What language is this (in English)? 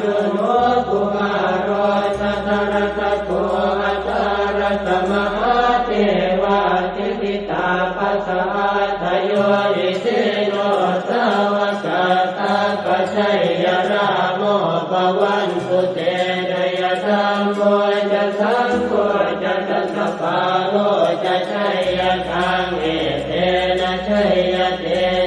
Pali